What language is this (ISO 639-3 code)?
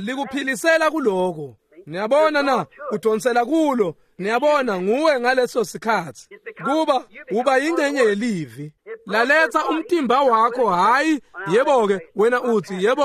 ssw